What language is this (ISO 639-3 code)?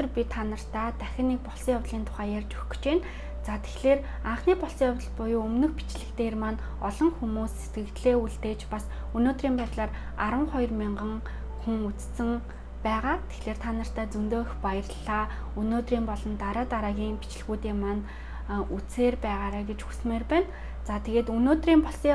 mon